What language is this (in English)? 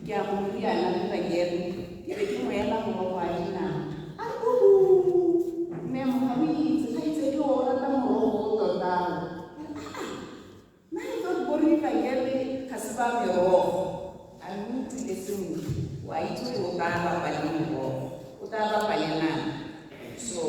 Tswana